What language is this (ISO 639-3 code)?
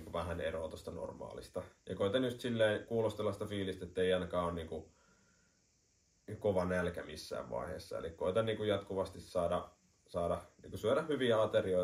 fin